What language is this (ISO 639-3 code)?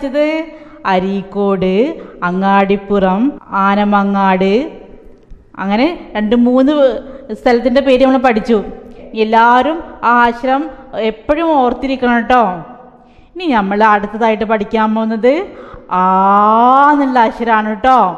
mal